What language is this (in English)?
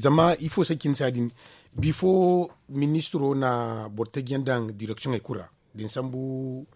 Zarma